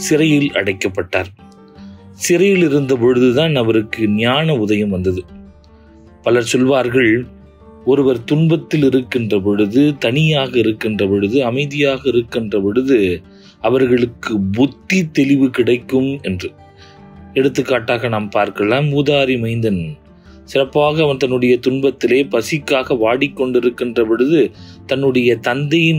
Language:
Tamil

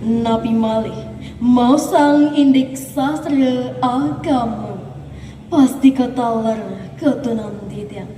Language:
Balinese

